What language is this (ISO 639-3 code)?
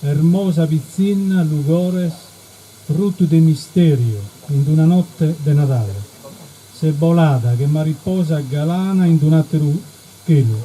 srd